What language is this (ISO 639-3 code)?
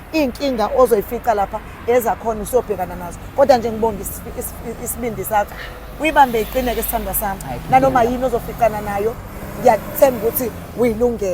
zul